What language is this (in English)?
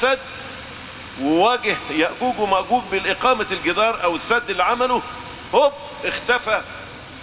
Arabic